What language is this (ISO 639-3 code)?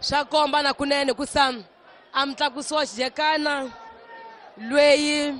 tso